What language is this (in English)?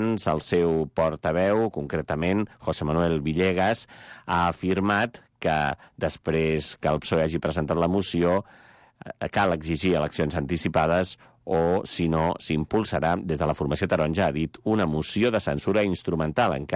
Catalan